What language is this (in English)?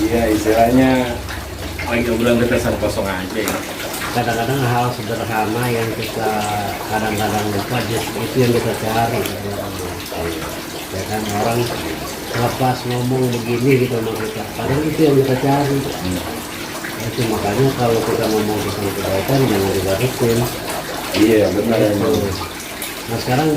Betawi